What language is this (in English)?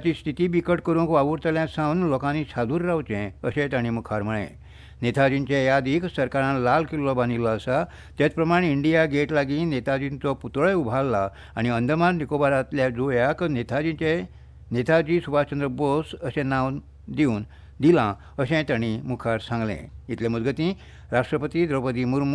Konkani